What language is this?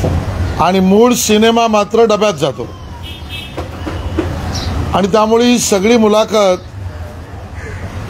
Marathi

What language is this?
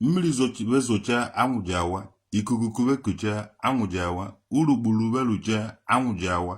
Igbo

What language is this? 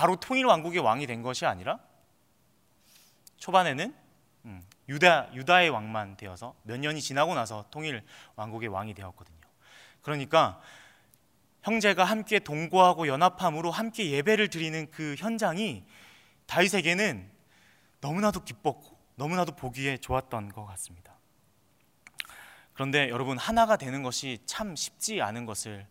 Korean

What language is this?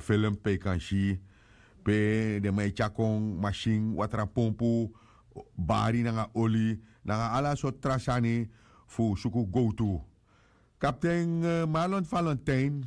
Sranan Tongo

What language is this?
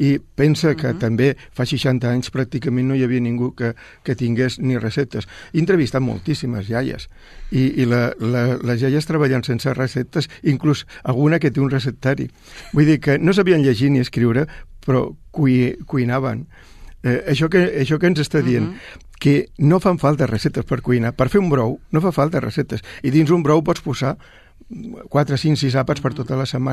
Catalan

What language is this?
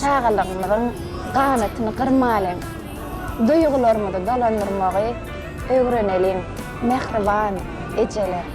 Turkmen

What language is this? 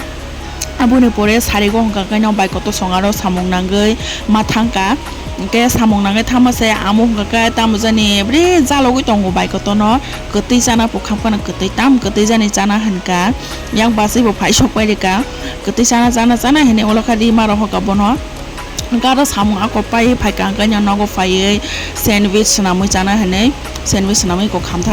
Kok Borok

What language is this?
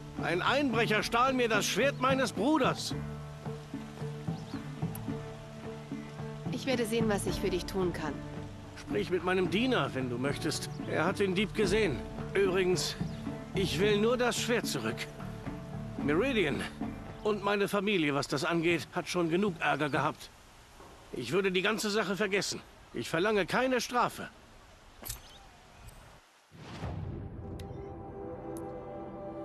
German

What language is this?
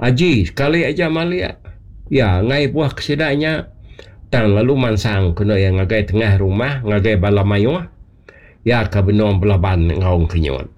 Iban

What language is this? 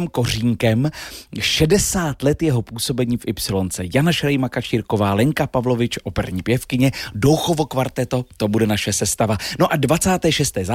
Czech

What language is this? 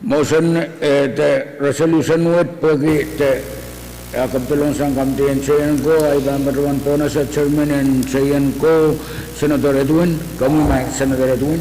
Pohnpeian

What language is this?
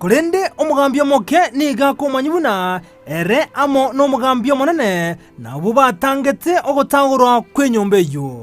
Gusii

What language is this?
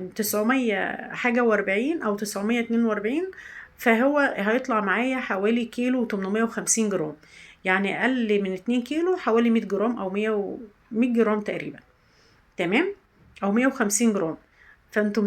Egyptian Arabic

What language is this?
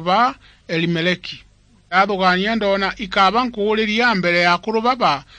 Meru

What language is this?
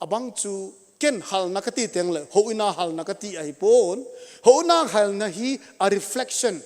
Thado Chin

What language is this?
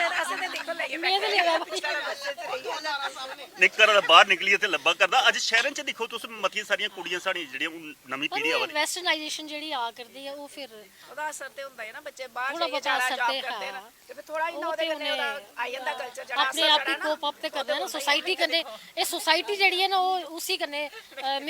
Dogri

